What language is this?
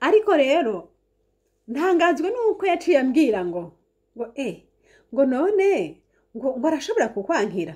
Rundi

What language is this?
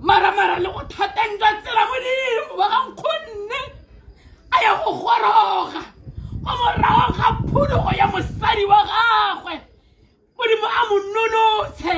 Tswana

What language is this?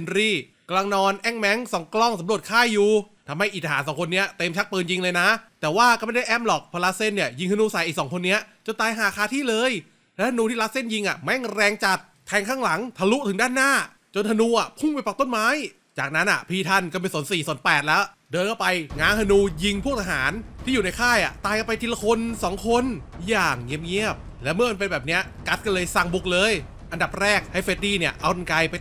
Thai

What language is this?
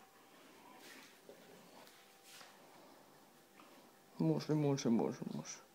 Icelandic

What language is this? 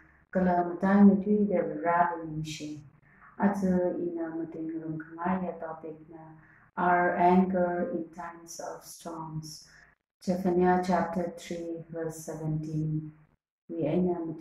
Tangkhul Naga (India)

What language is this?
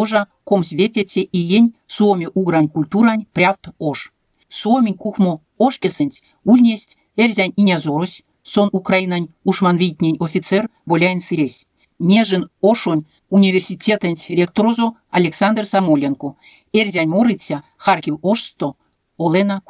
Erzya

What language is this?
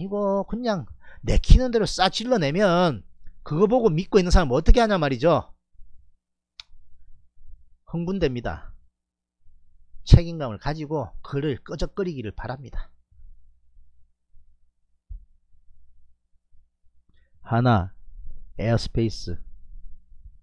Korean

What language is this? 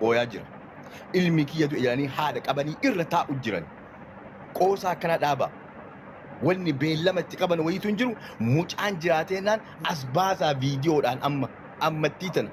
Oromo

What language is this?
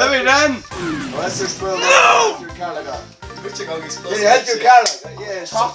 Faroese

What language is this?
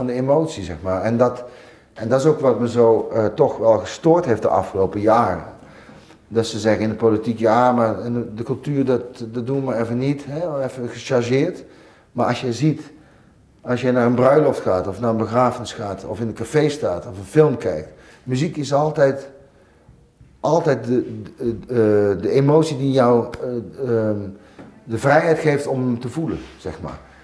Dutch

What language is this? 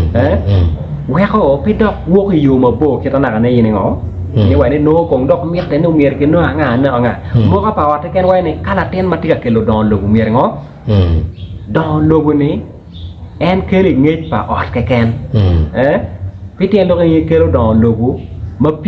Acoli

